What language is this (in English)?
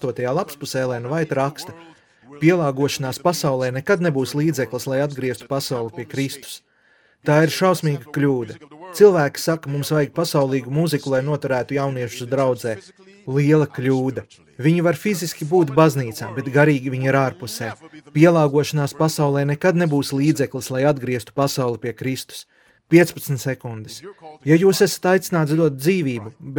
Latvian